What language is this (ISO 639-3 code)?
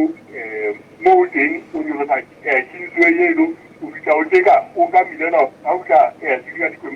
sot